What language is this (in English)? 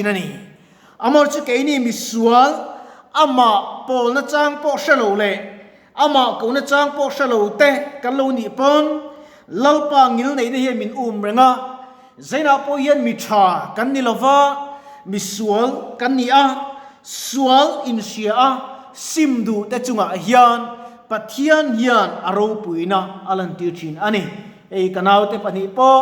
Mizo